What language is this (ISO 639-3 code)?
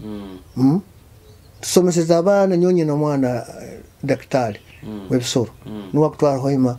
nyo